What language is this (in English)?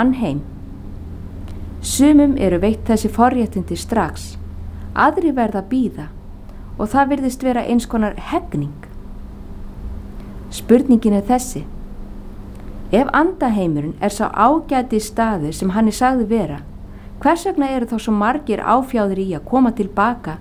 Icelandic